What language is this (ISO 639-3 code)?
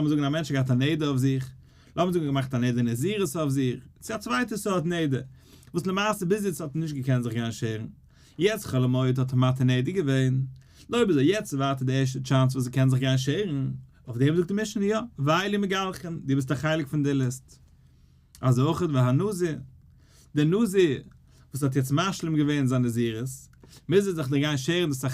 yid